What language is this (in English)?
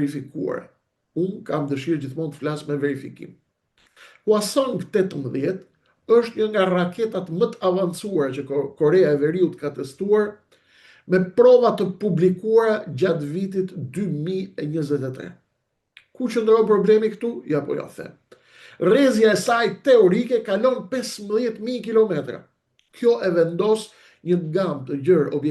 Albanian